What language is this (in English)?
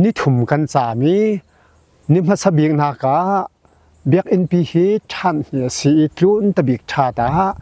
Falam Chin